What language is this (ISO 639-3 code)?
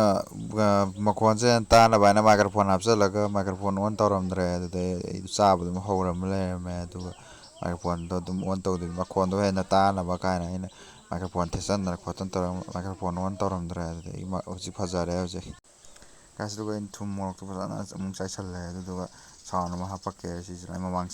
mni